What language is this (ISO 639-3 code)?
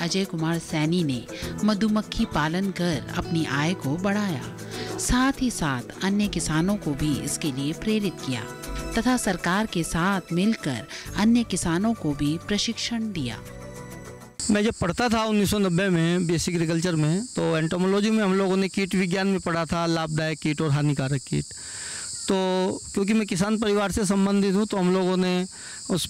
hin